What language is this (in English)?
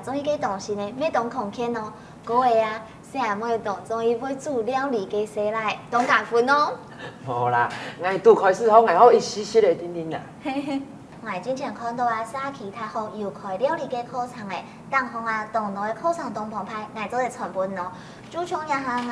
Hakka Chinese